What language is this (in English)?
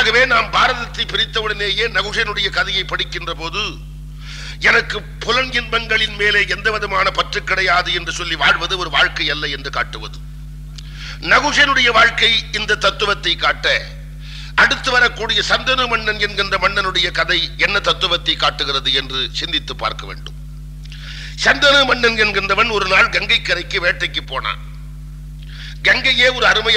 Tamil